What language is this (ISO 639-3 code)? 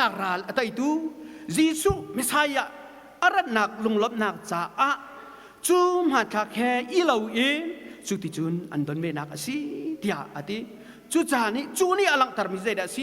cnh